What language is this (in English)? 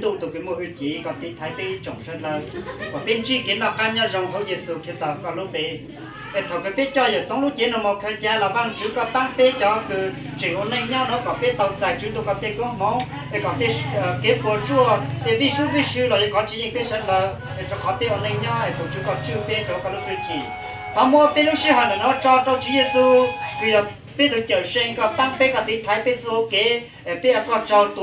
Hmong